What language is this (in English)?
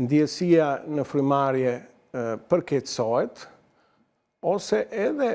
Albanian